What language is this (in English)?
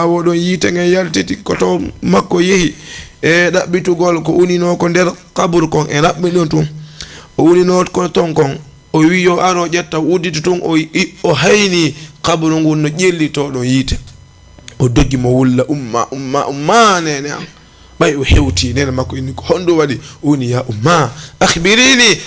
Fula